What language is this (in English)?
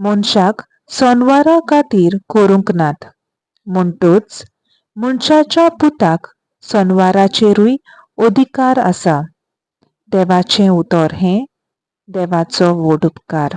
Konkani